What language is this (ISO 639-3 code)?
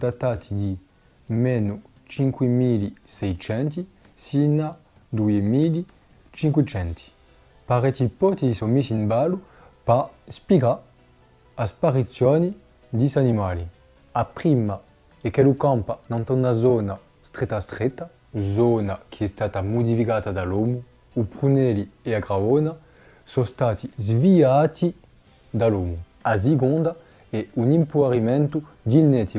cos